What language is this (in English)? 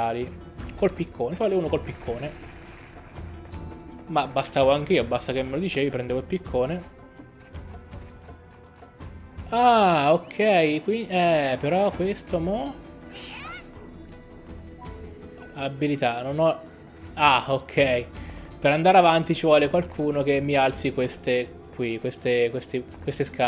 Italian